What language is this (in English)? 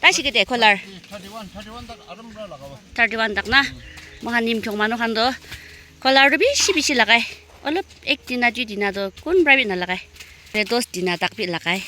Naga Pidgin